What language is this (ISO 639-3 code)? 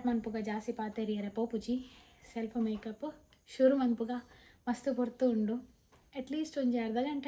tcy